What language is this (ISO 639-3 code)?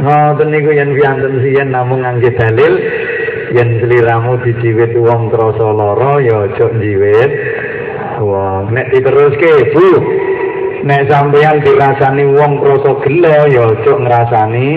jav